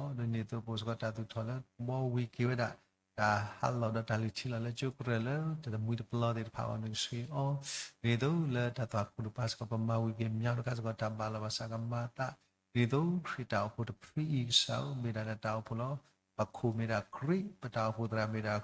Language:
S'gaw Karen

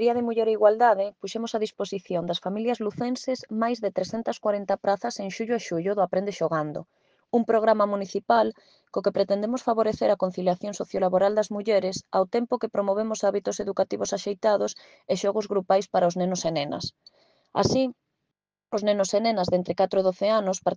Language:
Galician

